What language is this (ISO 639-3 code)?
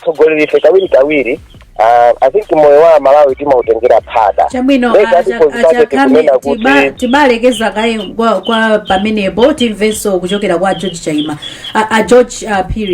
nya